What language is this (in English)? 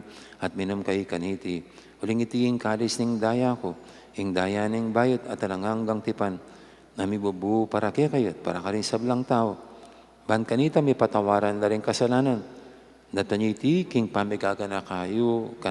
Pampanga